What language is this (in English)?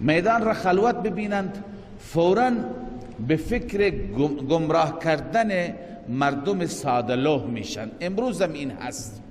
Persian